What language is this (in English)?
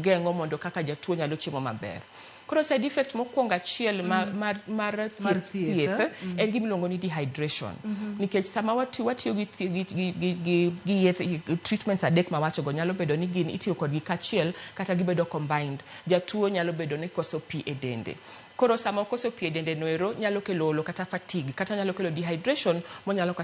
Luo (Kenya and Tanzania)